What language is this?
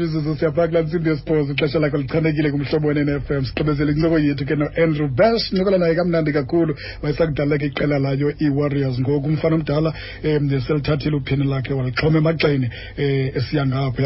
Xhosa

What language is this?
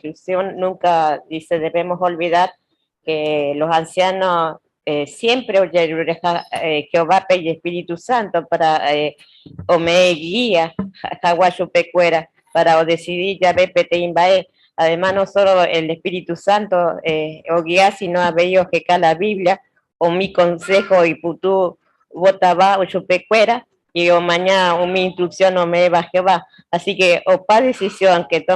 Guarani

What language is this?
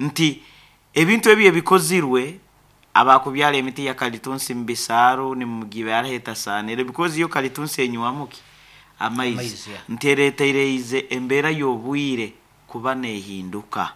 Nyankole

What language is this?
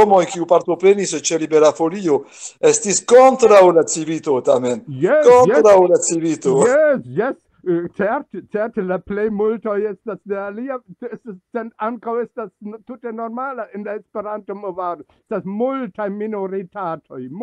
Esperanto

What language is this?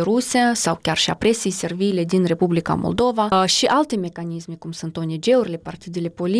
Romanian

